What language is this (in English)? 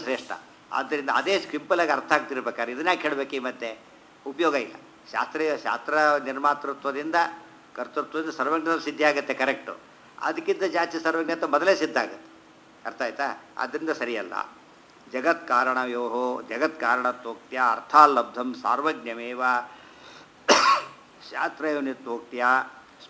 Kannada